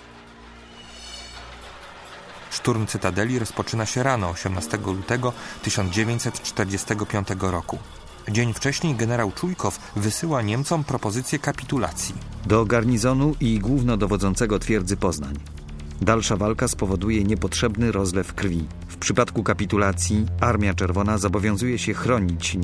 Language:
Polish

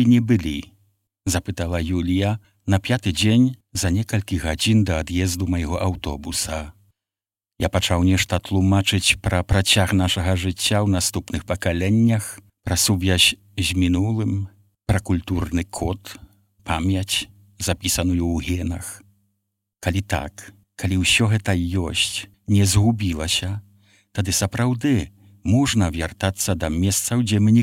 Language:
Belarusian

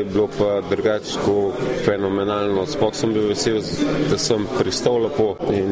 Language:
Slovenian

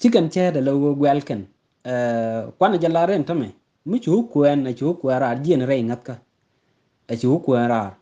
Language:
Nuer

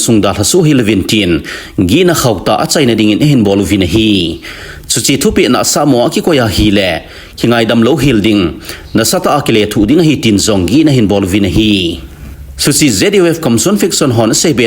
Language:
Thado Chin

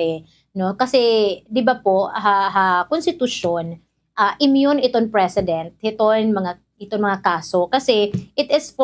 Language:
Waray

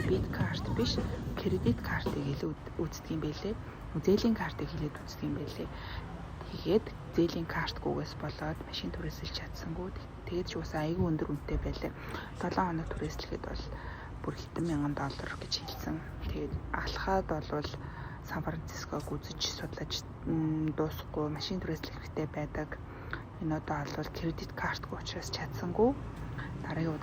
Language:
Mongolian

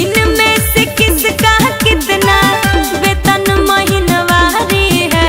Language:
Magahi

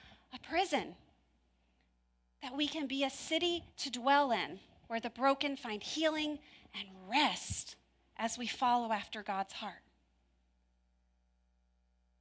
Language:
English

